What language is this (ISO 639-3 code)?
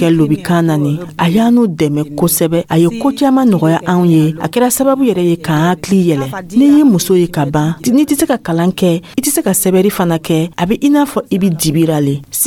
dyu